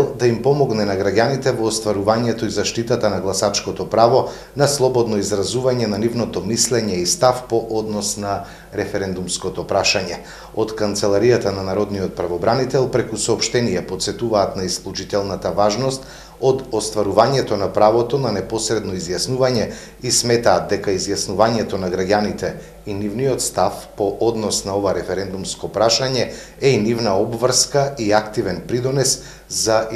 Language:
Macedonian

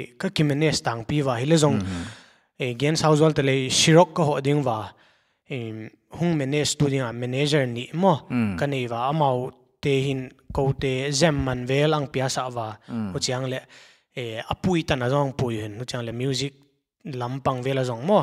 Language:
Paite Chin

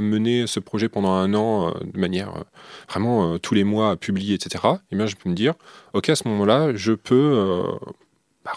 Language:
French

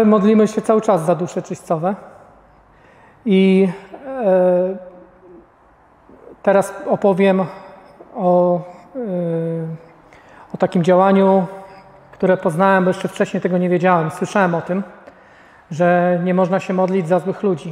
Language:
Polish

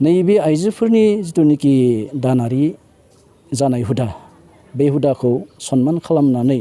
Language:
Bodo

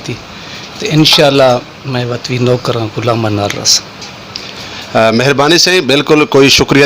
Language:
Saraiki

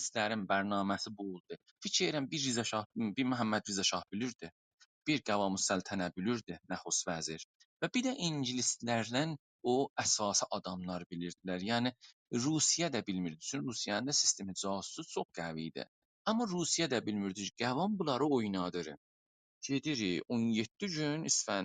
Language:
South Azerbaijani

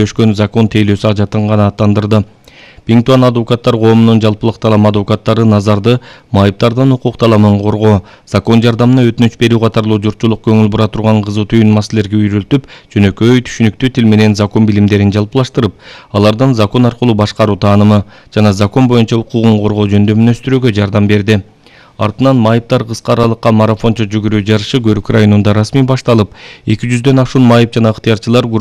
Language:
Kyrgyz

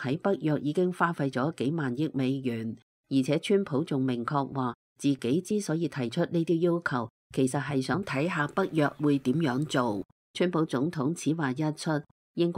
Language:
Cantonese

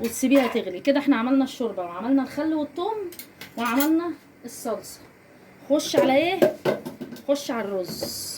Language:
Egyptian Arabic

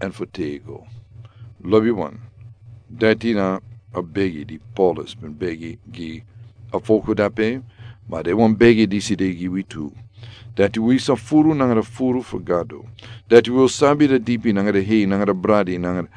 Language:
Sranan Tongo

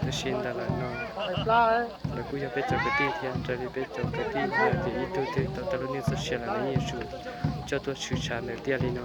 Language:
Hmong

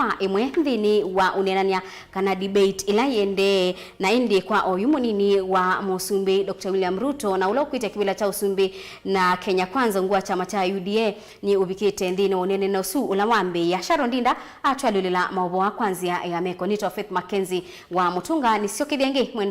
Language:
Kamba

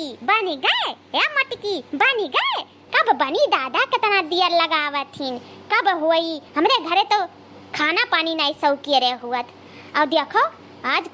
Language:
Awadhi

